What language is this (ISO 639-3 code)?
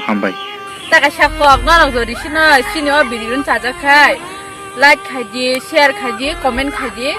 trp